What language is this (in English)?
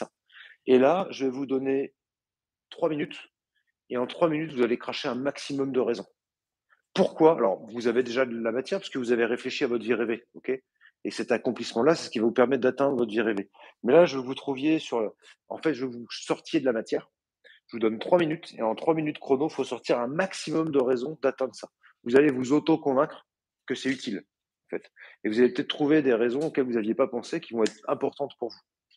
French